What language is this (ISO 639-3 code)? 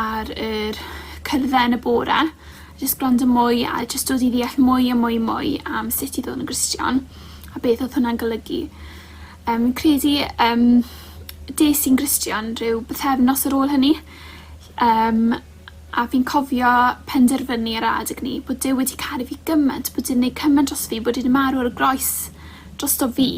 cym